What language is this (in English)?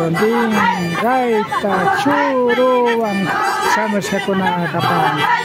Imbabura Highland Quichua